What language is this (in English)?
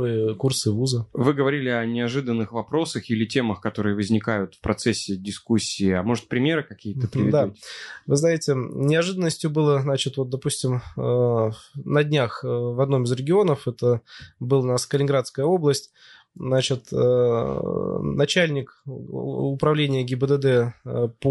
Russian